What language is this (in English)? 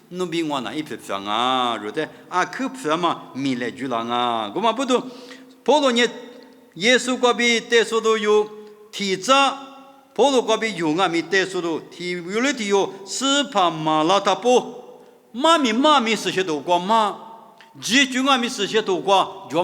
Lisu